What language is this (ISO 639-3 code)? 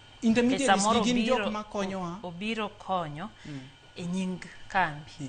luo